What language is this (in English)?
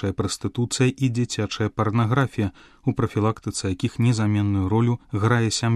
Belarusian